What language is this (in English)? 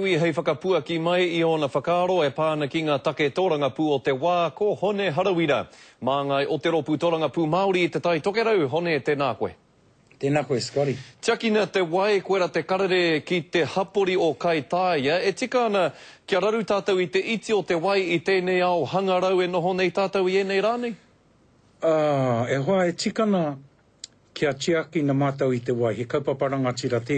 Māori